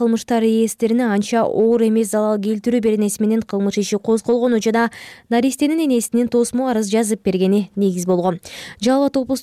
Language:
Kyrgyz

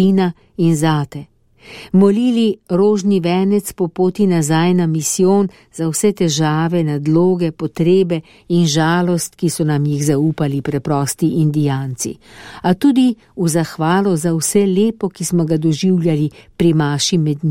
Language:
Slovenian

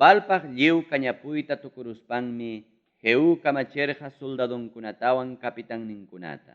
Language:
Ayacucho Quechua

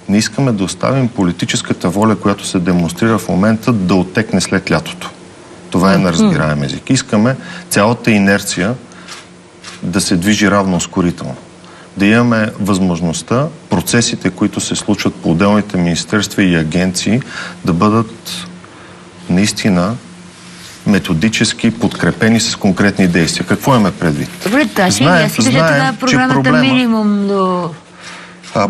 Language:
Bulgarian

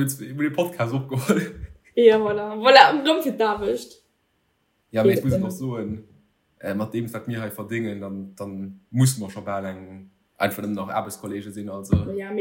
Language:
Luxembourgish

